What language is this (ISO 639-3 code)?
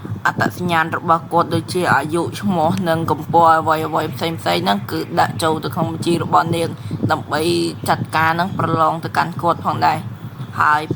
khm